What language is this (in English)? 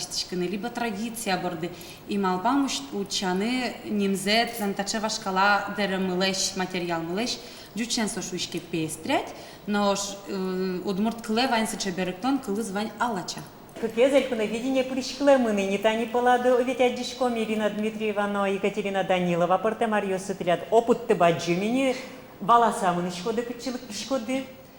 Udmurt